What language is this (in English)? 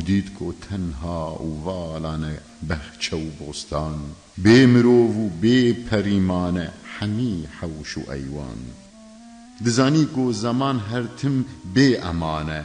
Kurdish